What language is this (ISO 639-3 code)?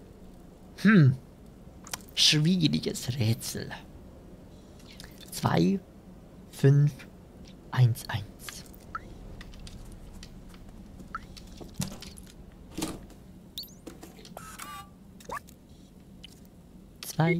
deu